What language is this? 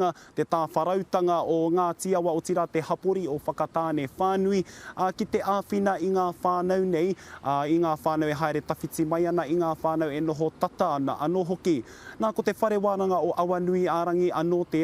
Māori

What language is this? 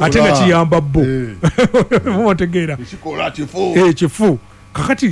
Ganda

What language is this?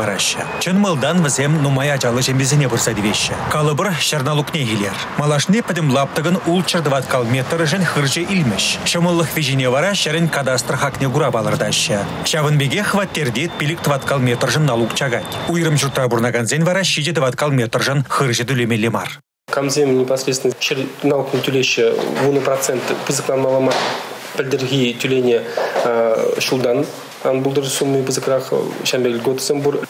Chuvash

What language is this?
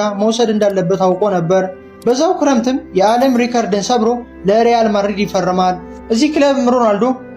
Amharic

